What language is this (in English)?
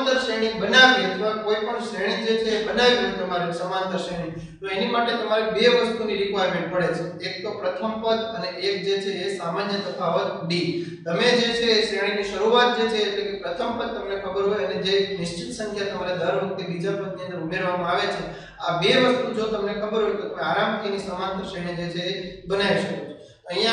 Gujarati